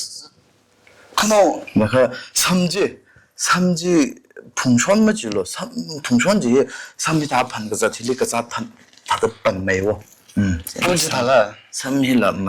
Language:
Tangkhul Naga (India)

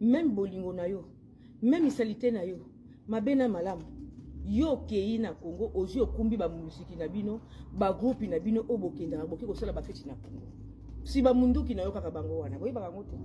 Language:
Lingala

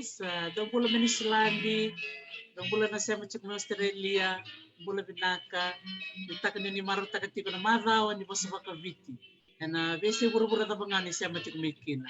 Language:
Fijian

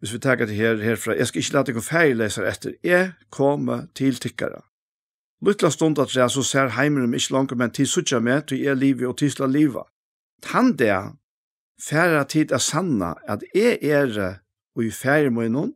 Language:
Faroese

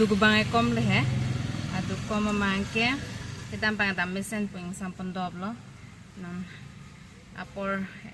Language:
Karbi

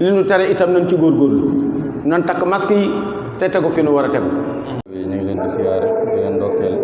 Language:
Wolof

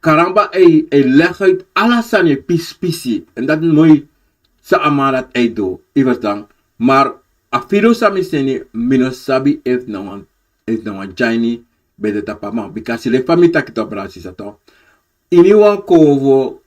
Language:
Sranan Tongo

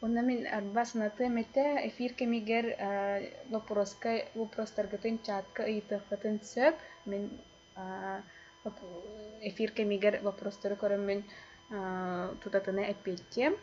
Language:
Yakut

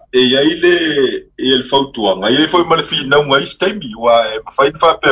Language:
Samoan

